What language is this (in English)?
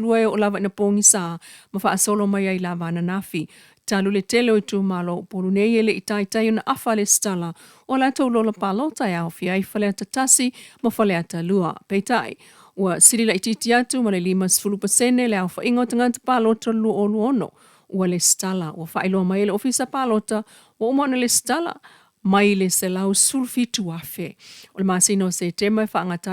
Samoan